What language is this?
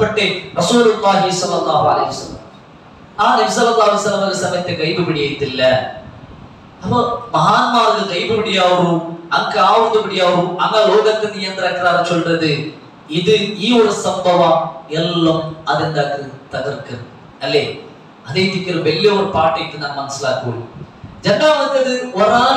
Malayalam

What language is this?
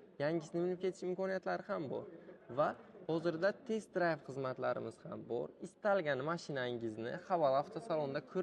Uzbek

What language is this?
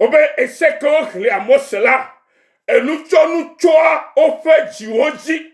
Ewe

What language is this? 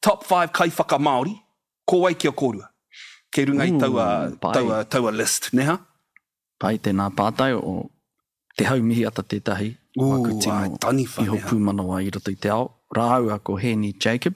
Māori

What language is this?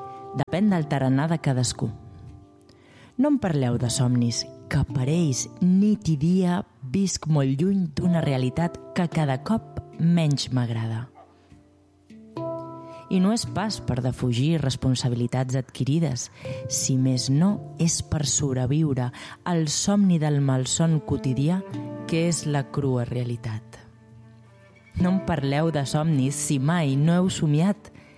Catalan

